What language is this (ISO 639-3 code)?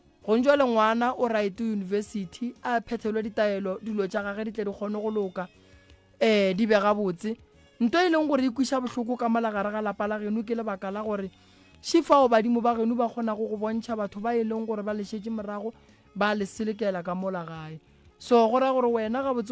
nso